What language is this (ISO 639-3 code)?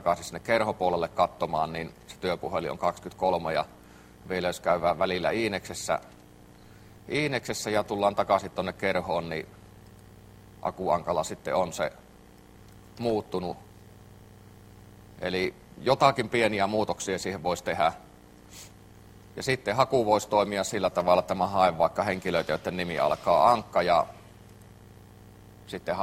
fin